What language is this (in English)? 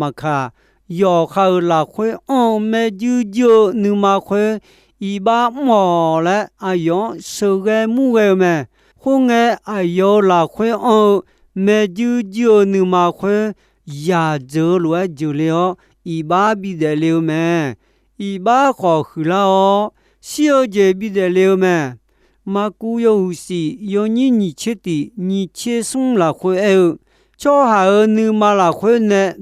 Akha